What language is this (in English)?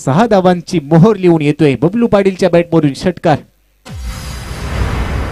Marathi